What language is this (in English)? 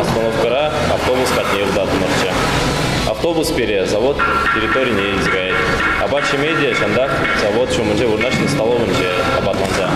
Chuvash